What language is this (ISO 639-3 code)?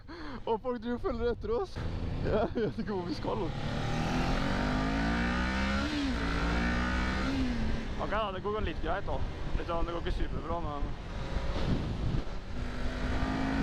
nor